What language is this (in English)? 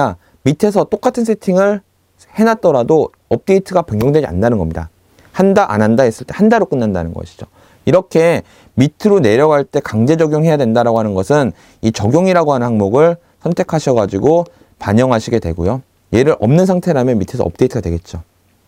Korean